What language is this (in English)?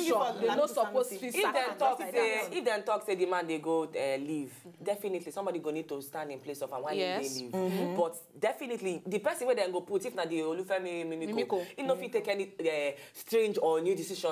Nigerian Pidgin